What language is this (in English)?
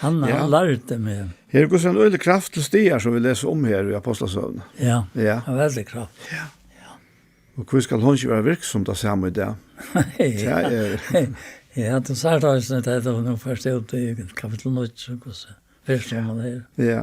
Faroese